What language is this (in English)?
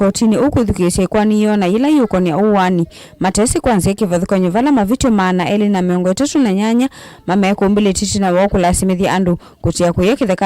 Kamba